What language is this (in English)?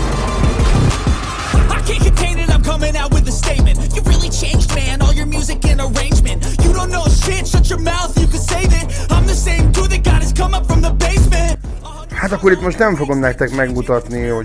Hungarian